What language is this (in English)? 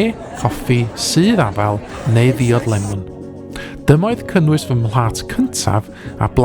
Welsh